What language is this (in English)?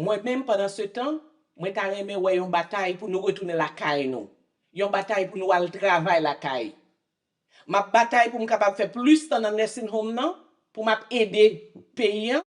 Haitian Creole